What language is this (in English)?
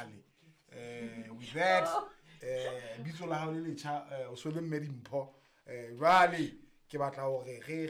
Southern Sotho